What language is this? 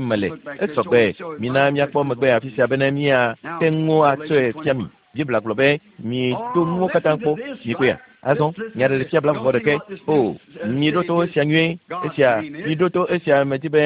Ewe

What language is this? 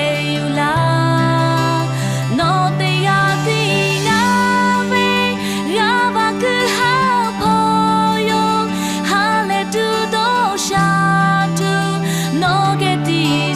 Lahu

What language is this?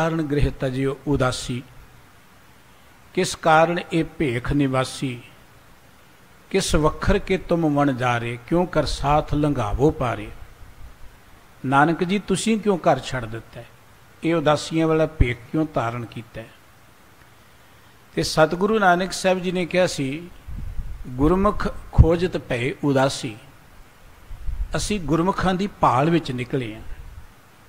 Punjabi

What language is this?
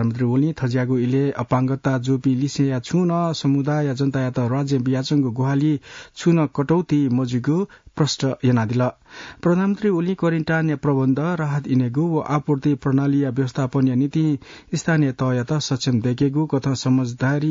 Newari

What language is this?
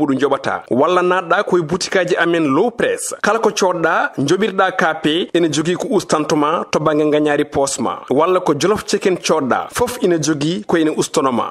Fula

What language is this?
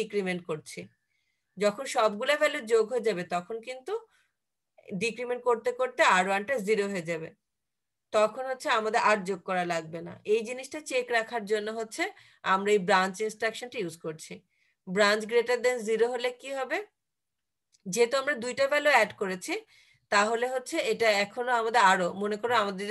Bangla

